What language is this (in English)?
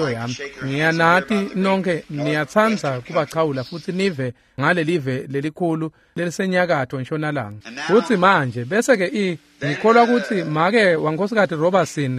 Swati